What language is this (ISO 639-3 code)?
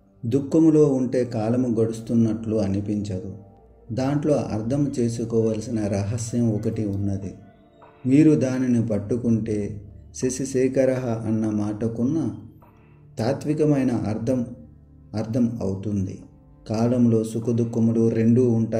tel